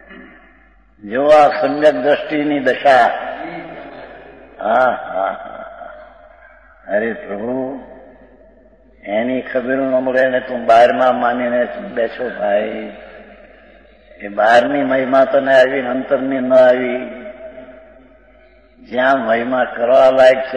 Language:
Gujarati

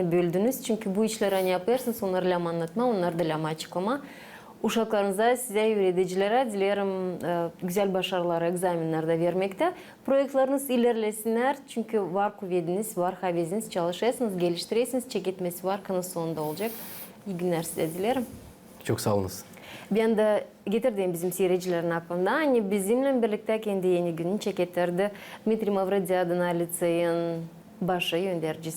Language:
Gagauz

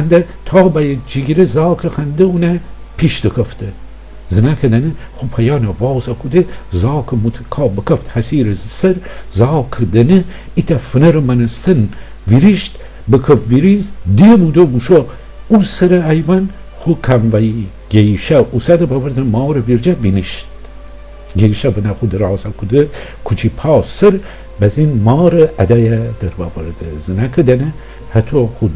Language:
Gilaki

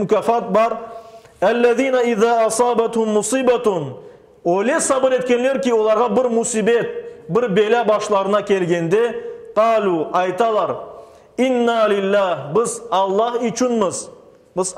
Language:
Crimean Tatar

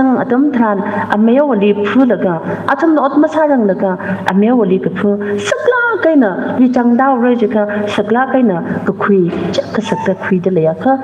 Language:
Tangkhul Naga (India)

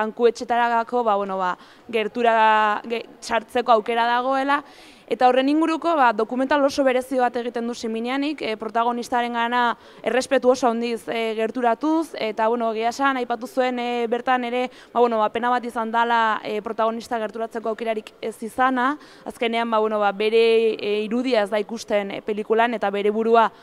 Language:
Basque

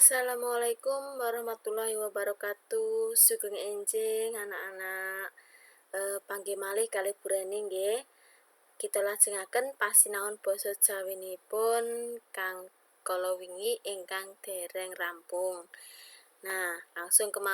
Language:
Javanese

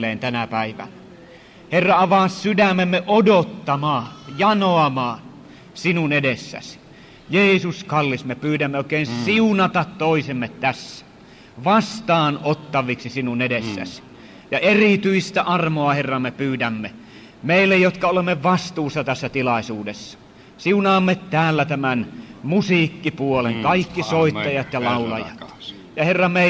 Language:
Finnish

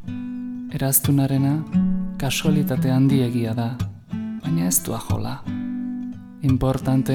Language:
Basque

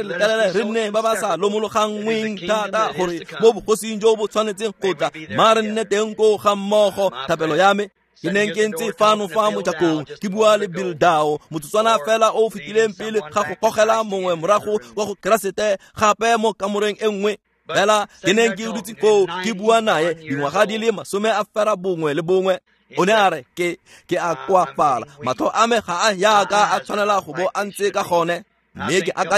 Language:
Tswana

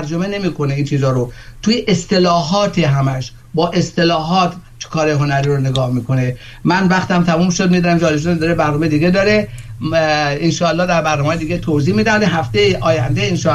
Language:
Persian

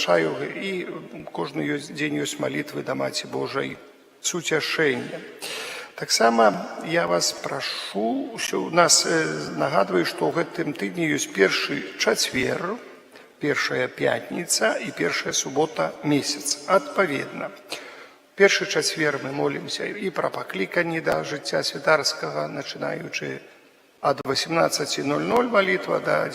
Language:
Belarusian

